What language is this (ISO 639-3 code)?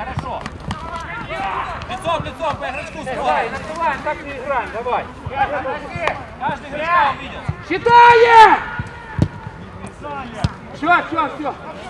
rus